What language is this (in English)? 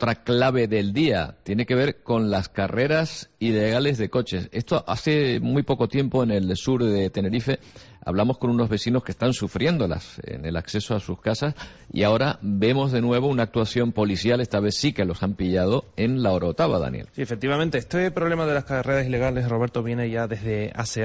Spanish